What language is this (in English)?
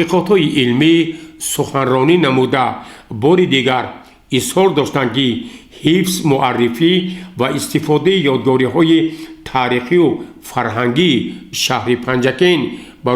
Tajik